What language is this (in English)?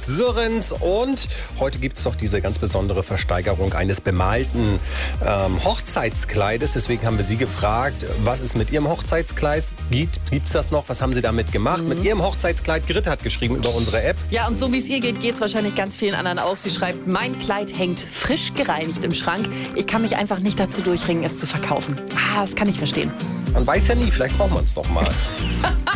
German